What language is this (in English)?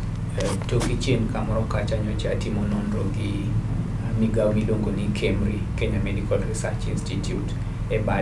Luo (Kenya and Tanzania)